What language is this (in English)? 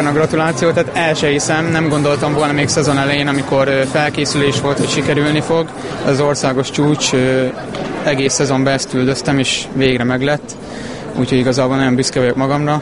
Hungarian